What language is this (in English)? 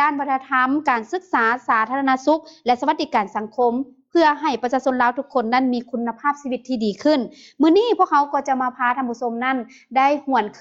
Lao